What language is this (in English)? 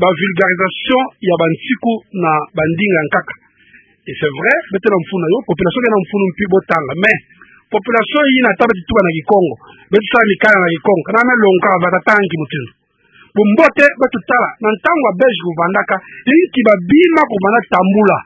Kituba (Democratic Republic of Congo)